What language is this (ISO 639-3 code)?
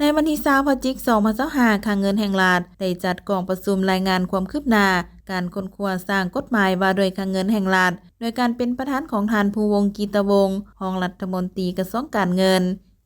lao